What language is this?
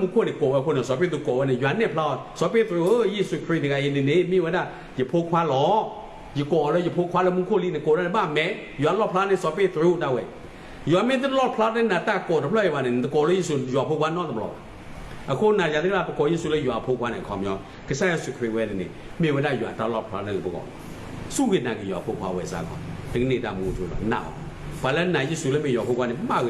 S'gaw Karen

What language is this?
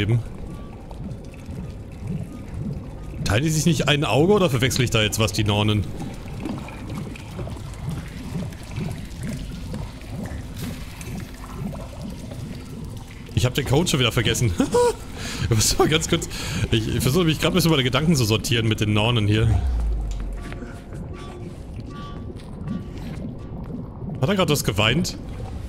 German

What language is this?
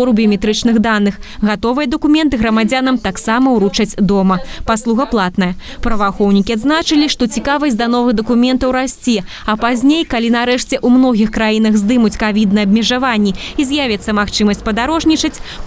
Belarusian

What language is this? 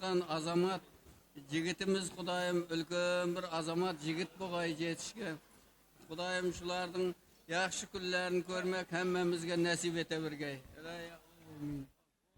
Kara-Kalpak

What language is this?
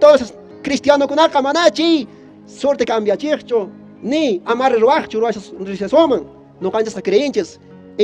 Quechua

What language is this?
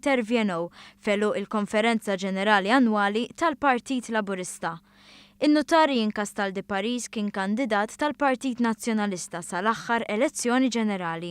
Maltese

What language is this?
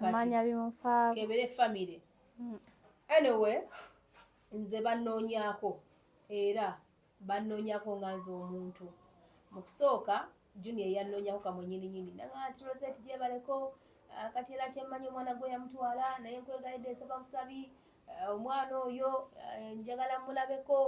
Ganda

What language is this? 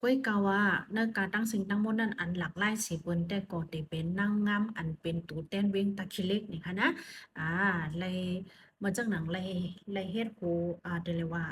Shan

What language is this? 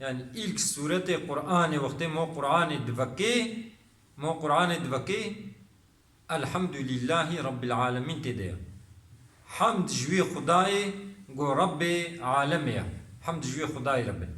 Kurdish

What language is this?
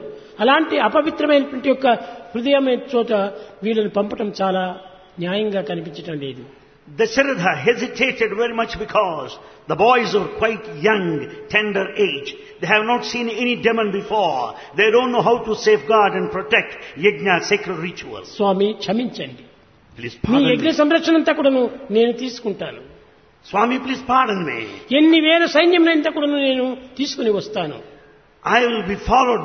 Telugu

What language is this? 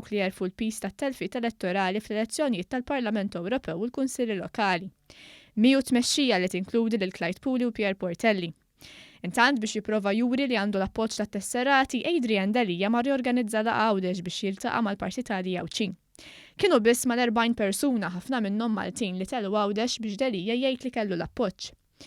Maltese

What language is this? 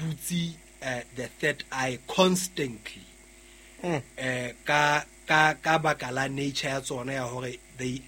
Southern Sotho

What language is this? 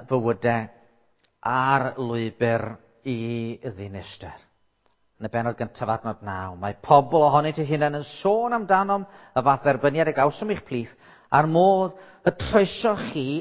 Welsh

